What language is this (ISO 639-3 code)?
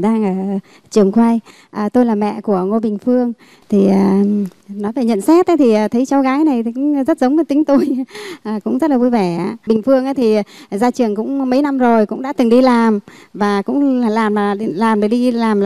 vie